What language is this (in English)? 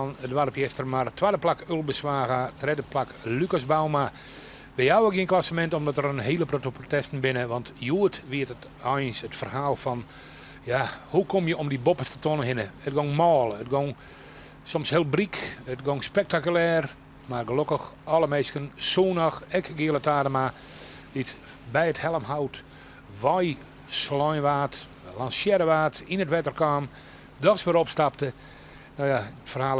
Western Frisian